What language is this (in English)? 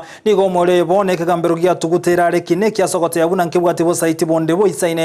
Gusii